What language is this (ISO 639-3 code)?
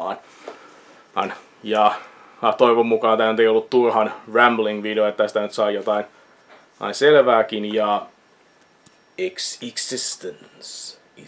fin